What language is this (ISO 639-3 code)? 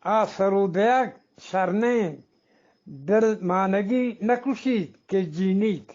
bgp